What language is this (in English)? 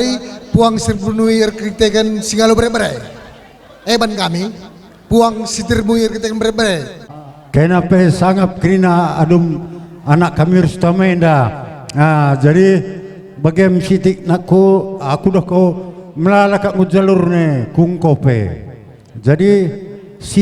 Batak Karo